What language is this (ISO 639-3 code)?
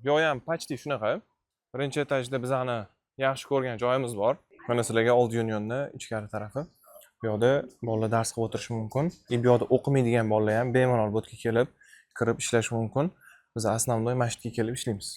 uzb